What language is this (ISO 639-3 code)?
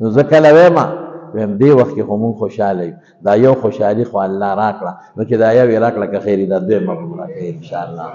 pus